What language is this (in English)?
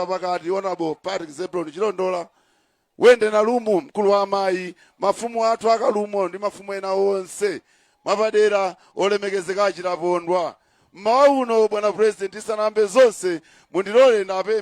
Nyanja